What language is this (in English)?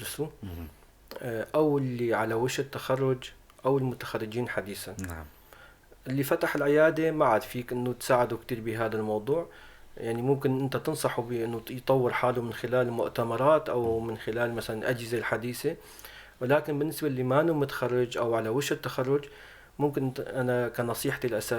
North Levantine Arabic